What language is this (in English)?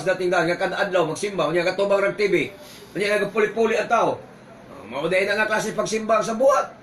Cebuano